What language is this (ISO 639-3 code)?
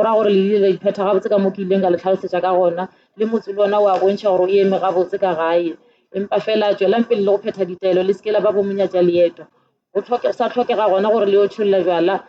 nso